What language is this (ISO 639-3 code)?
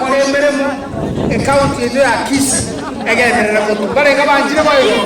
guz